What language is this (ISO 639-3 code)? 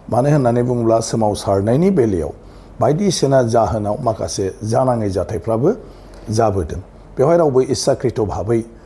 brx